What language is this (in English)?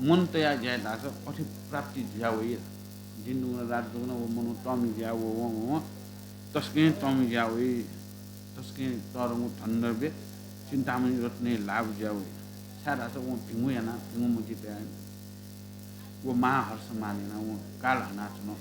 Newari